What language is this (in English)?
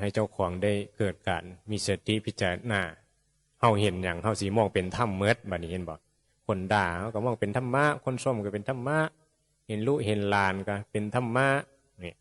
Northeastern Thai